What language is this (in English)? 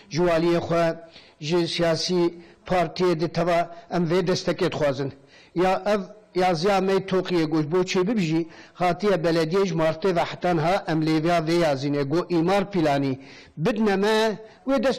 Kurdish